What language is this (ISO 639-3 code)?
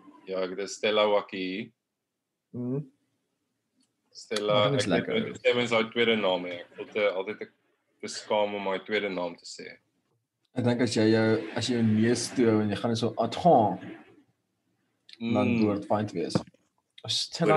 afr